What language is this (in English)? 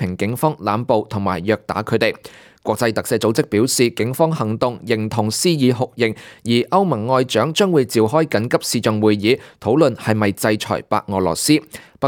Cantonese